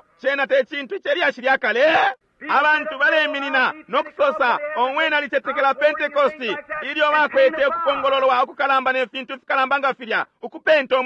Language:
Bemba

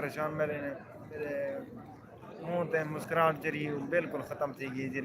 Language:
Saraiki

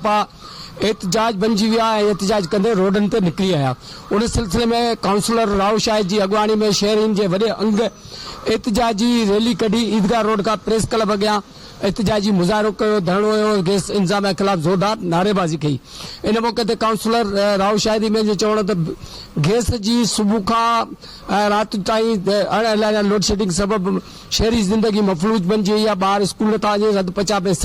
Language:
Sindhi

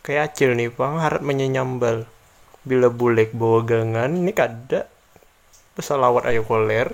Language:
Banjar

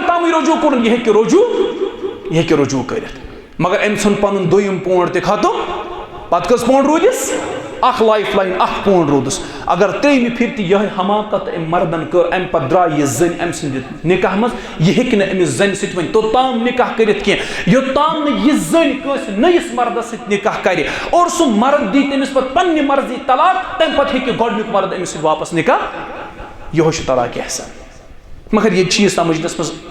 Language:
Kashmiri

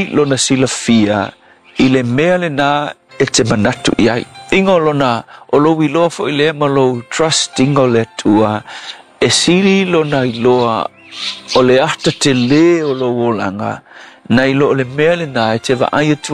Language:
Samoan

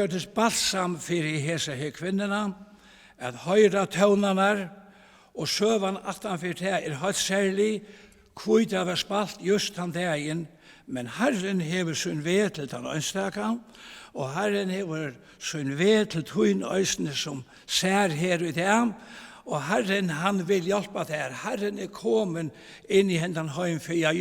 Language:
Faroese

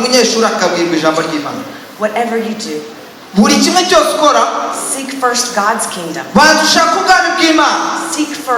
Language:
Kinyarwanda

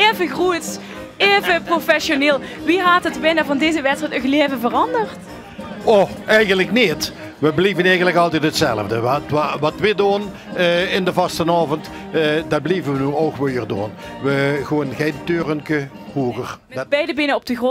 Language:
Limburgish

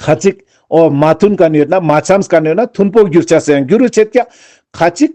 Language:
Ladakhi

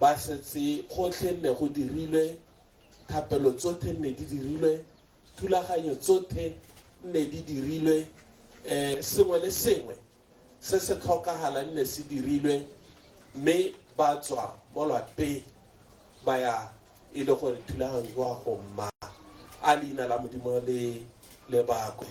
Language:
Tswana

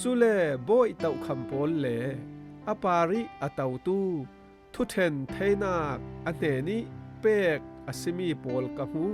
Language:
Falam Chin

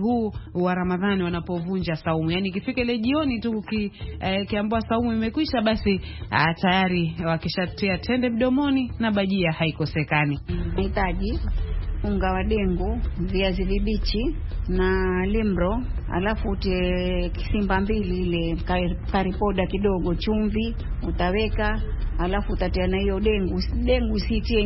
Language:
Swahili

